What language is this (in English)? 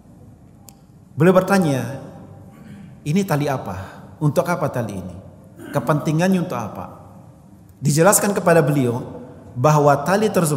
Indonesian